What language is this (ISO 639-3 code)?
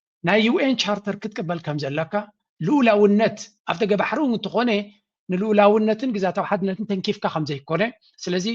tir